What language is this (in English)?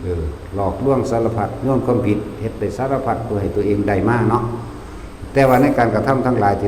Lao